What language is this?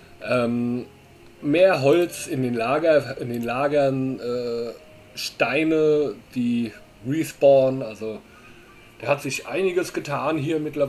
German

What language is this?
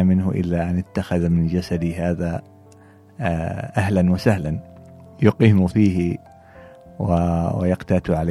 Gulf Arabic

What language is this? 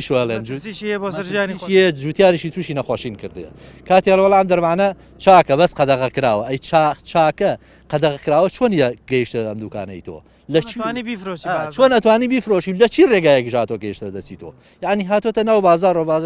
Central Kurdish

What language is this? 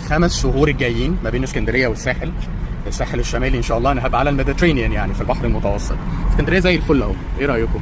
Egyptian Arabic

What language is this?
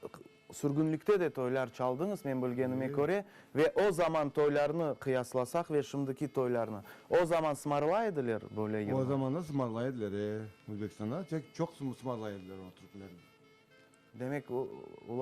Crimean Tatar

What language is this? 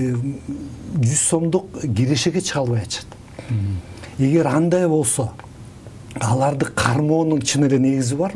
Kyrgyz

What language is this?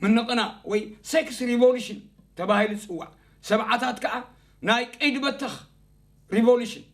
Tigrinya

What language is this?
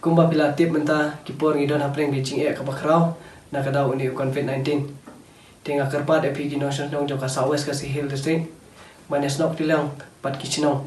Khasi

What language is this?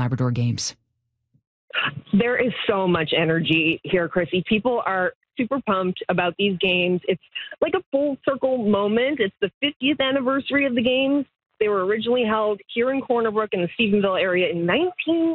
English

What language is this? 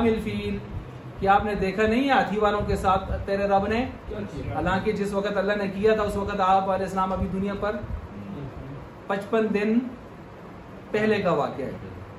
Urdu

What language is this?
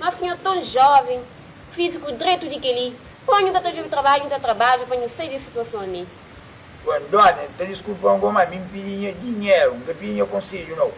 Kabuverdianu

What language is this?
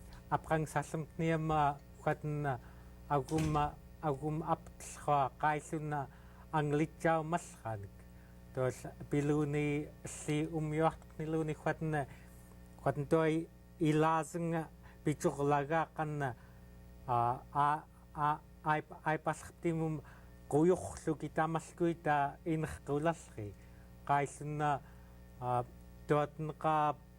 Central Yupik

